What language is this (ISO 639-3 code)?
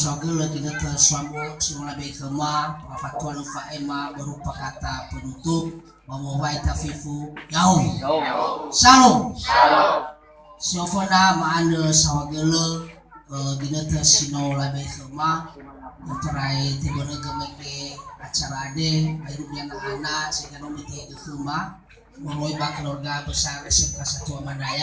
nia